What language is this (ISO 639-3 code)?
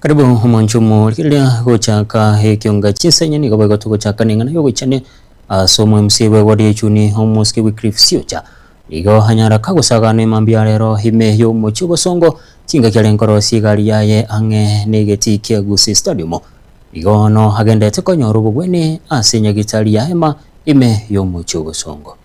guz